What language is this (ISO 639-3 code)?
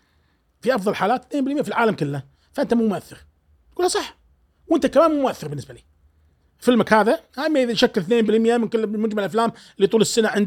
afb